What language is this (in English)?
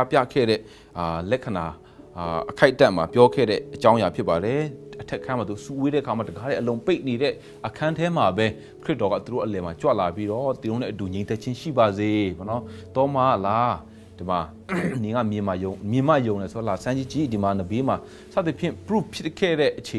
Burmese